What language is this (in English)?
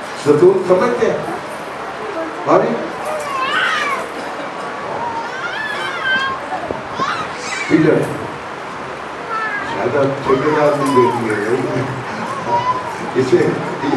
Urdu